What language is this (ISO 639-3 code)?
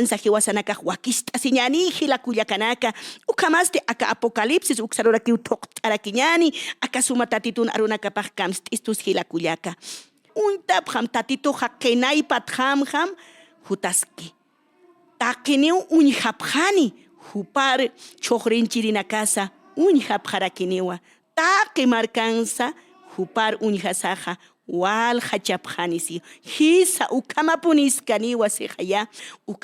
aym